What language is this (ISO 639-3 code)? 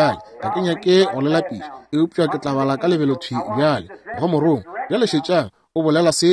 nso